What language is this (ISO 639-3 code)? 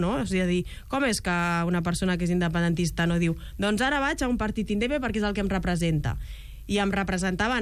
cat